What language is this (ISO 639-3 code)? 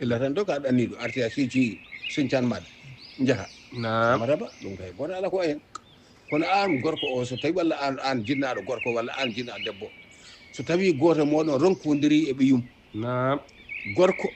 ful